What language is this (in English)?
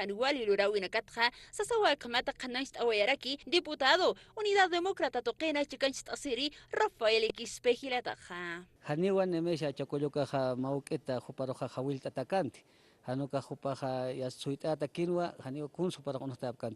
Aymara